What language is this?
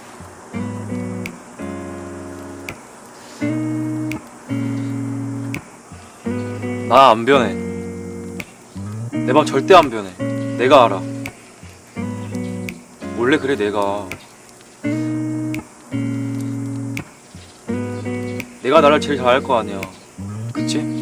Korean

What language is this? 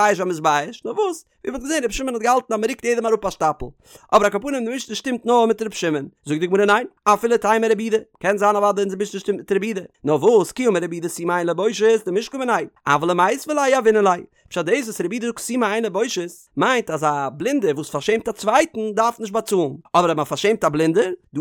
Yiddish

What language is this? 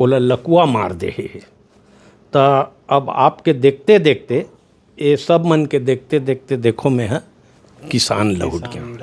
Chhattisgarhi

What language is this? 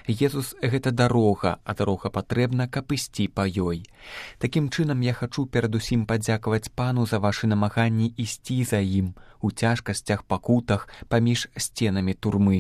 Belarusian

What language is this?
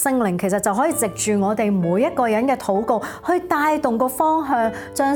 Cantonese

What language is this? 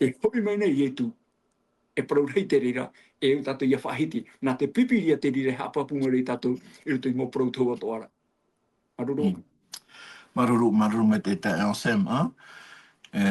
Tahitian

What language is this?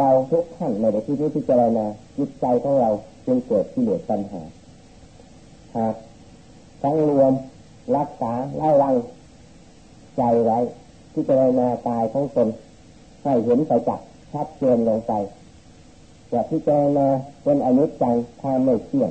Thai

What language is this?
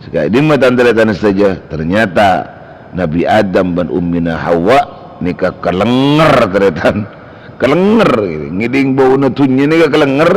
Madurese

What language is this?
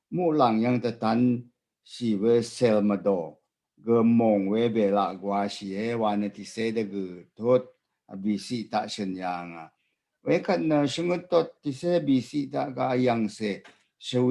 Rawang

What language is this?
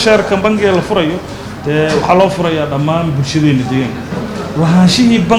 Somali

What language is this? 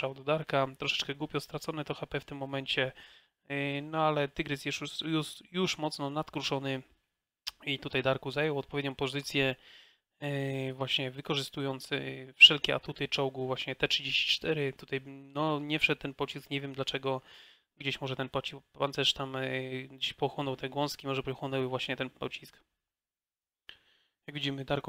Polish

